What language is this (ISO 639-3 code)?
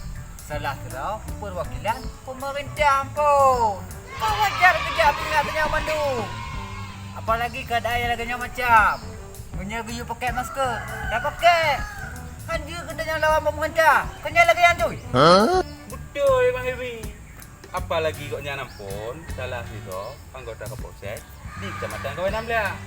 ace